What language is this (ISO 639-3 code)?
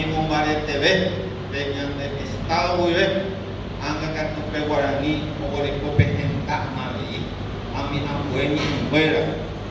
grn